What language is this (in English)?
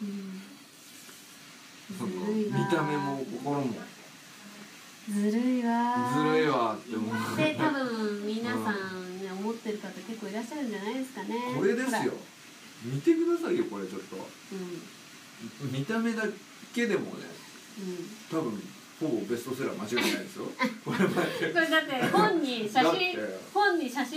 Japanese